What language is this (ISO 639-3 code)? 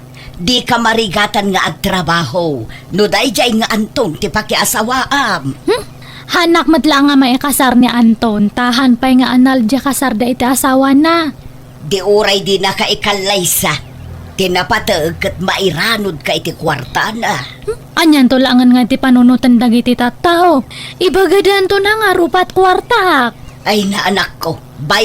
ilo